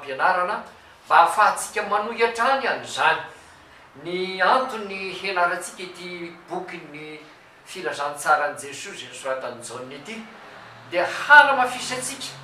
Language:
Malagasy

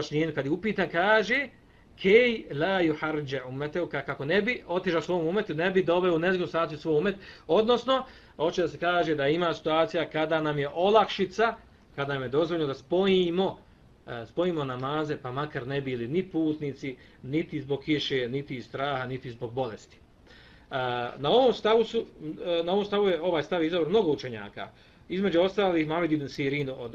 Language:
Bosnian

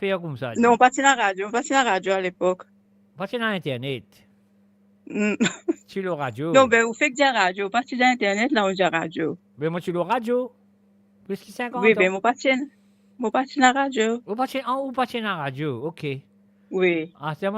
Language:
Morisyen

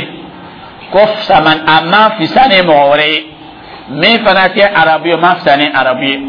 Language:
Dyula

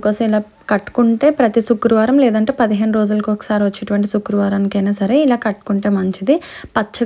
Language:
Telugu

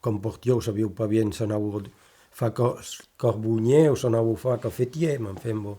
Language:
Occitan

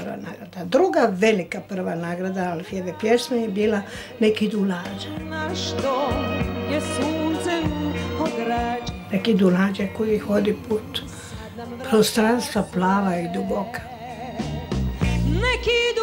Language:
Croatian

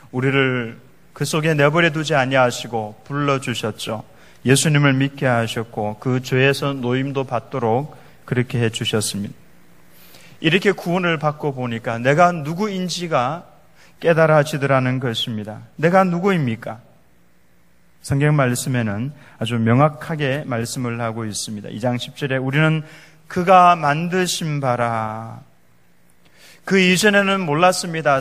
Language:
Korean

